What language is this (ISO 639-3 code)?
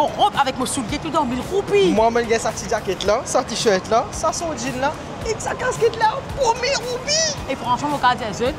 mfe